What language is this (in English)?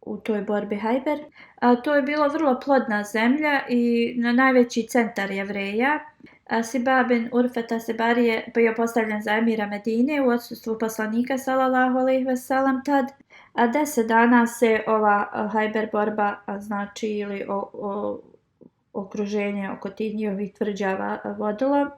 Bosnian